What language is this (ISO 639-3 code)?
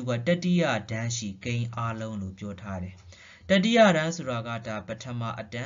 mya